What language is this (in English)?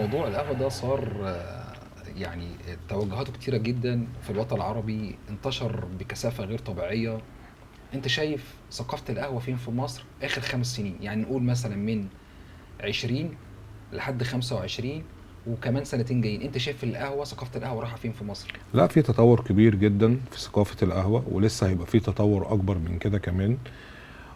Egyptian Arabic